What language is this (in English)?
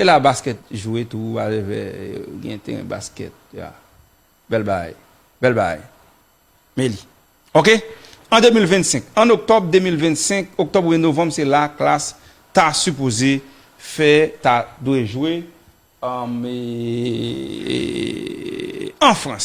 Haitian Creole